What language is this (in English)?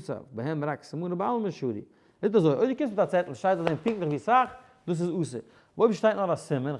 Yiddish